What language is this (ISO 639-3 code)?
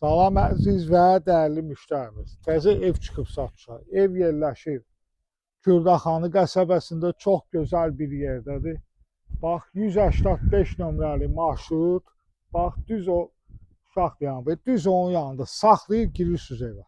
aze